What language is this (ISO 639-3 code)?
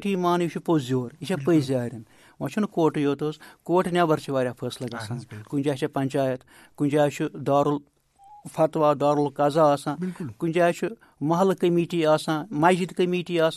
kas